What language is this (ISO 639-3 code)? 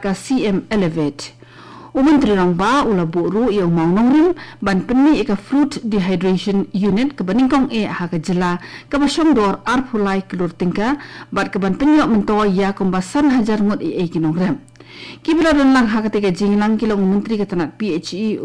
kha